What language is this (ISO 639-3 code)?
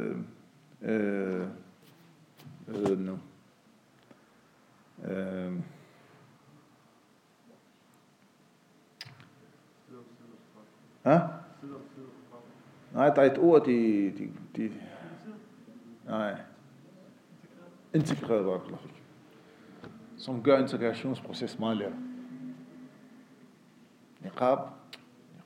dan